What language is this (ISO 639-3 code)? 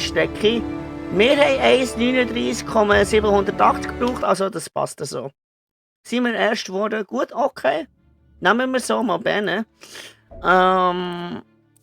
gsw